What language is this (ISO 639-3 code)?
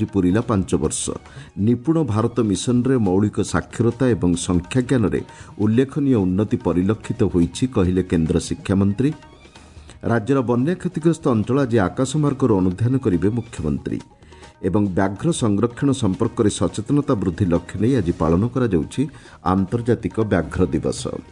ori